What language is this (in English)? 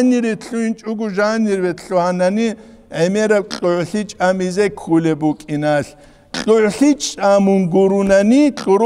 Avaric